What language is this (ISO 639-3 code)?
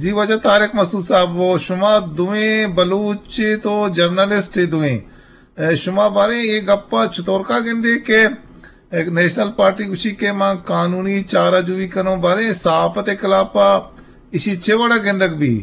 bgp